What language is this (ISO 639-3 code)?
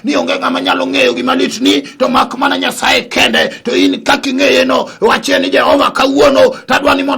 luo